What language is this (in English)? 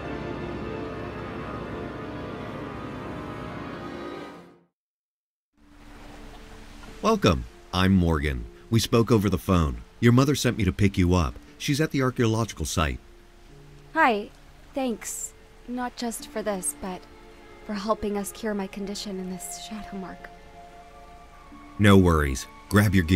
English